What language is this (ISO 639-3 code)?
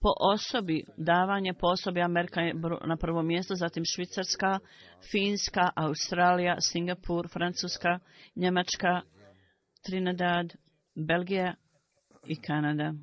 bos